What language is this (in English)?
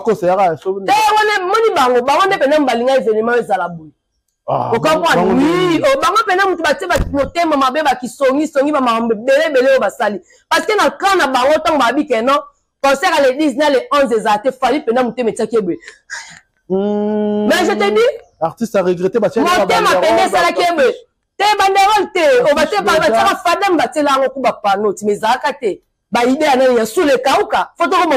Lingala